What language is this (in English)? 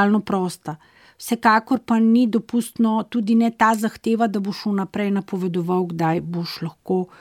Slovenian